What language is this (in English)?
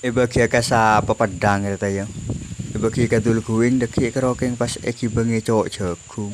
Madurese